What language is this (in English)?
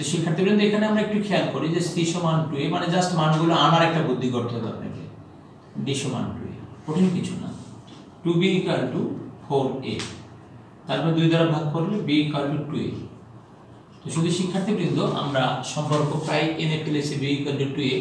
Bangla